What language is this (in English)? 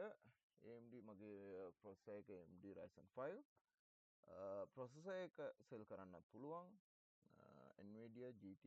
Sinhala